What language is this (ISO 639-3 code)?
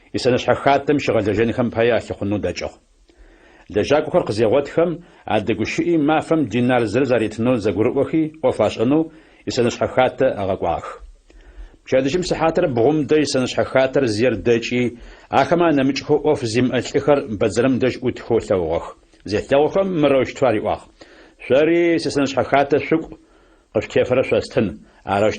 ady